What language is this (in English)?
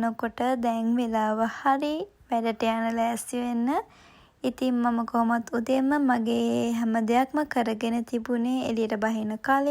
Sinhala